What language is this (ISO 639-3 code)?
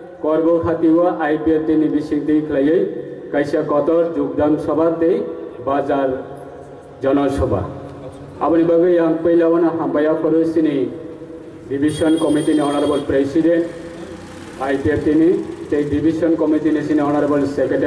trp